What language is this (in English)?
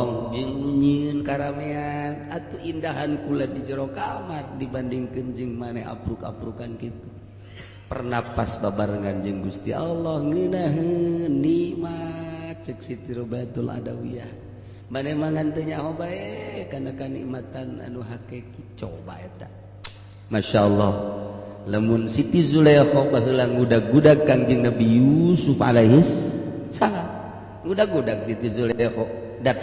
Sundanese